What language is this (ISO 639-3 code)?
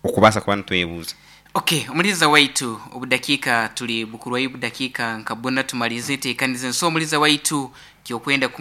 nyn